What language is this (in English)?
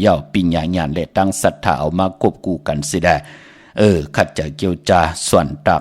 Shan